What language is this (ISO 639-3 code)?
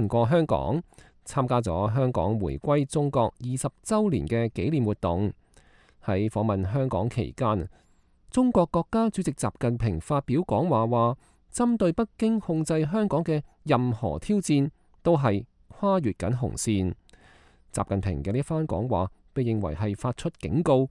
yue